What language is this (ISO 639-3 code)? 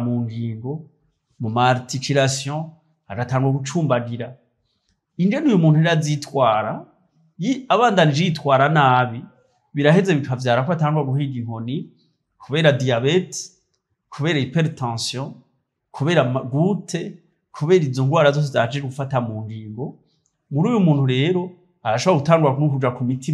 run